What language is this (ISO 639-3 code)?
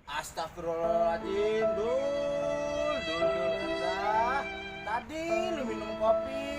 bew